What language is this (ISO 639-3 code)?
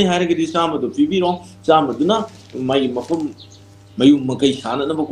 mni